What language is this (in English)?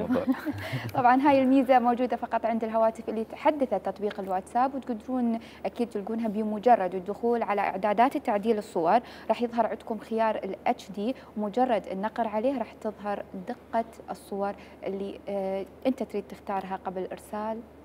Mesopotamian Arabic